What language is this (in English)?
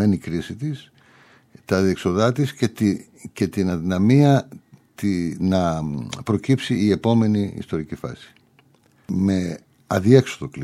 Greek